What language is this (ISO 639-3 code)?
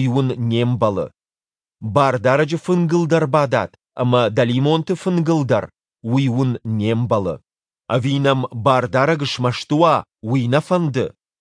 oss